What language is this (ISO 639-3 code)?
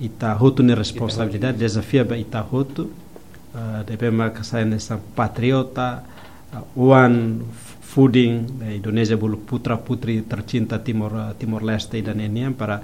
tet